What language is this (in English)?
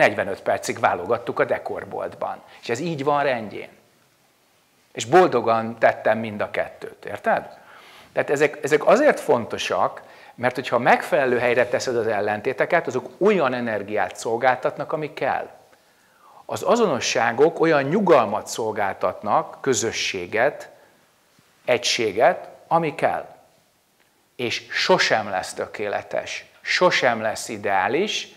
Hungarian